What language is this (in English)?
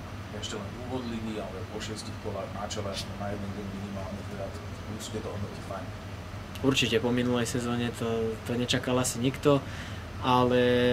Slovak